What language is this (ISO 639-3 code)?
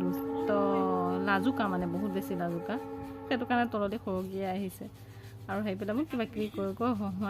asm